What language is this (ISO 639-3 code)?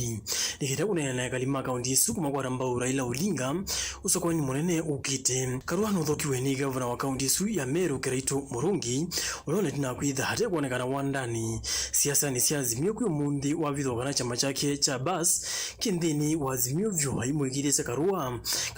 kam